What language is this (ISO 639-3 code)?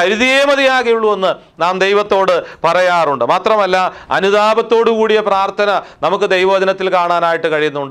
mal